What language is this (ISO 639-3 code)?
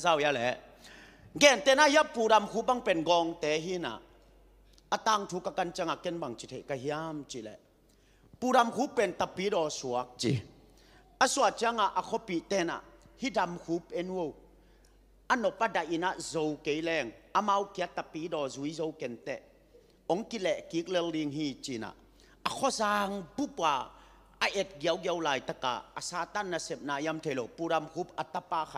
ctd